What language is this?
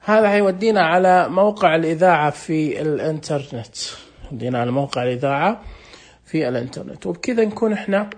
Najdi Arabic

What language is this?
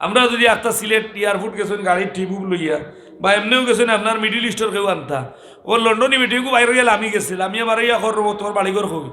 Sylheti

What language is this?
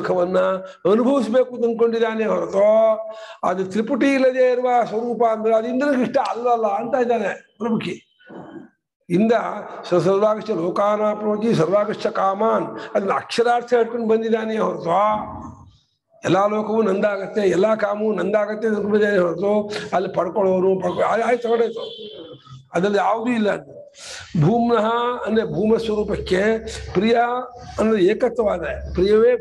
Kannada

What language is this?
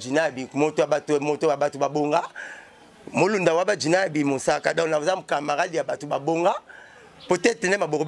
Lingala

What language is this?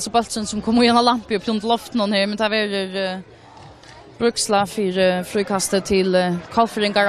Faroese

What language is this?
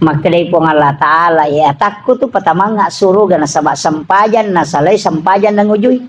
Buginese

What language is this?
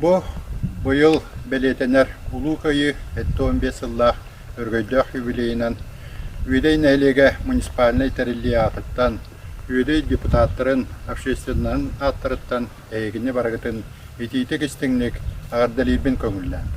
Yakut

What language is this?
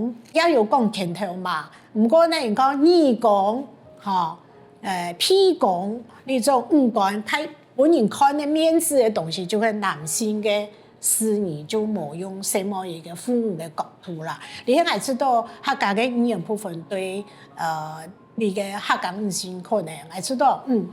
Hakka Chinese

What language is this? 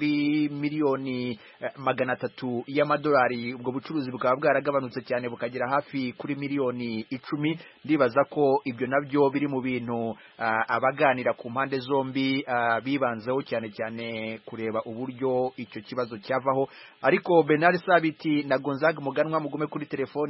Kinyarwanda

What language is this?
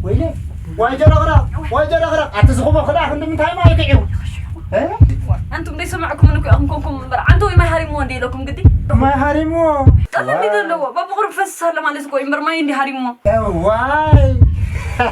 Tigrinya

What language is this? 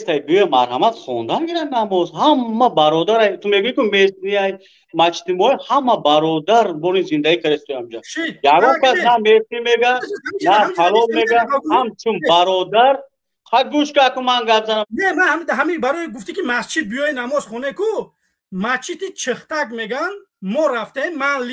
Tajik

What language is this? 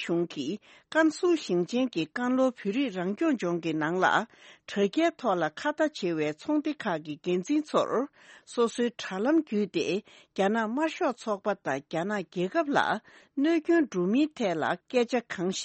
Tibetan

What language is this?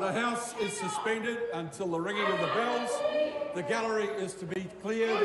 Khasi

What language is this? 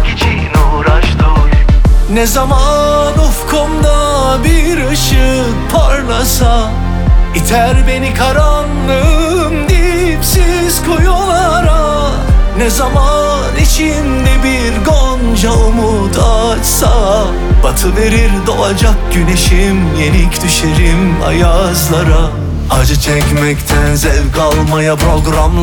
Turkish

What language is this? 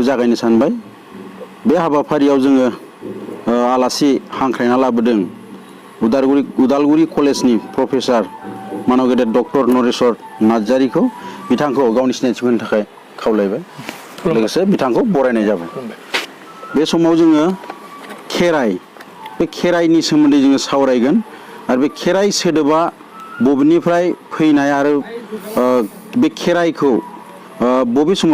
Bodo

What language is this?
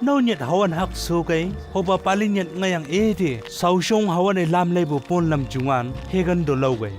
Chang Naga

